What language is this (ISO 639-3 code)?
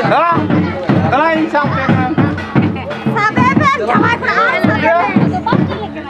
sat